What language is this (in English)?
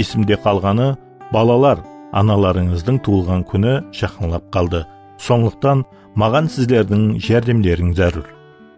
Kara-Kalpak